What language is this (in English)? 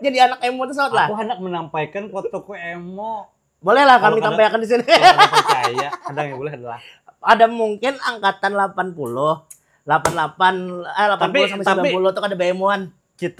Banjar